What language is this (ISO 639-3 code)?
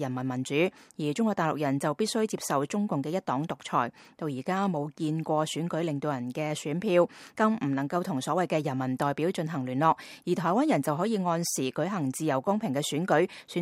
yue